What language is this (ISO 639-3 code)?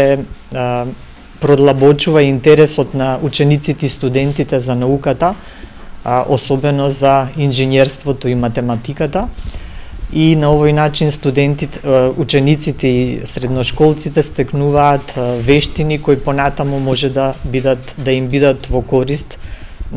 mkd